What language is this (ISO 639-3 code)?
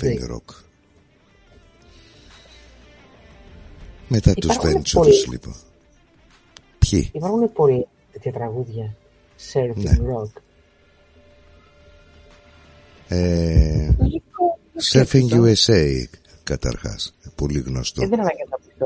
ell